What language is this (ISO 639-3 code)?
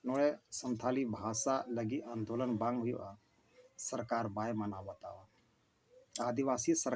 sat